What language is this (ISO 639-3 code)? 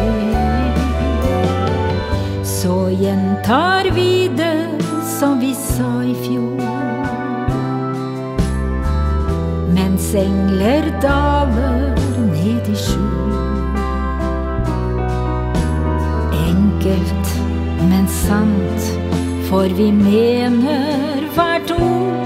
nor